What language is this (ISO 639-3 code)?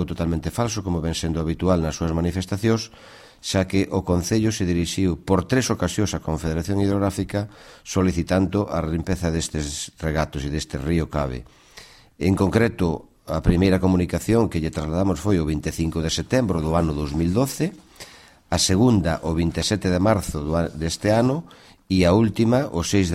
glg